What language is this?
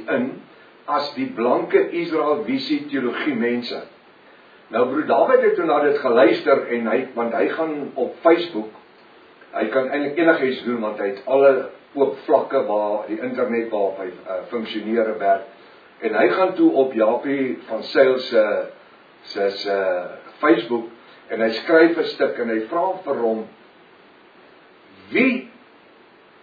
Afrikaans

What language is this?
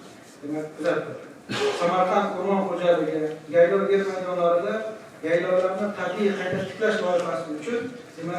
Uzbek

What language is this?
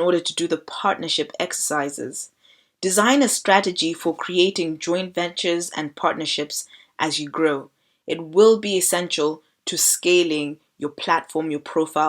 English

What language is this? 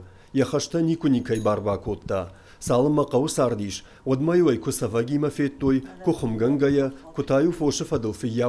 Ossetic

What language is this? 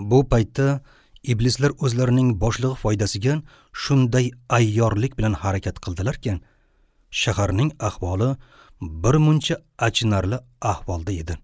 Uzbek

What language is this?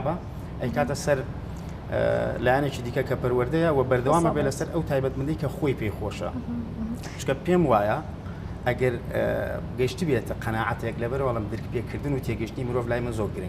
Central Kurdish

